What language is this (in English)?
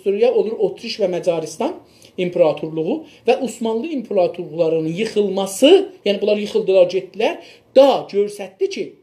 South Azerbaijani